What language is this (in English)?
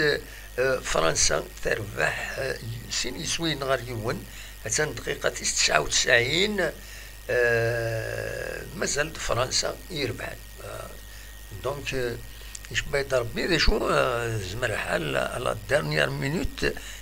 Kabyle